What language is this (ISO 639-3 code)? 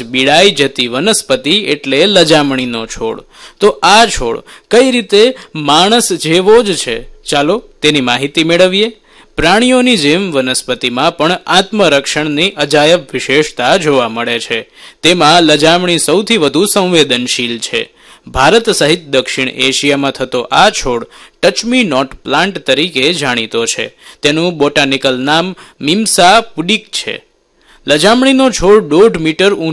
guj